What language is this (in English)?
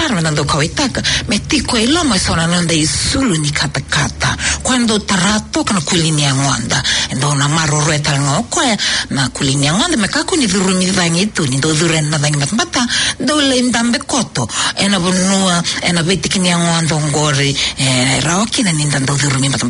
Fijian